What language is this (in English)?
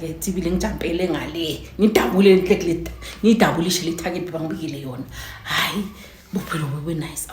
Zulu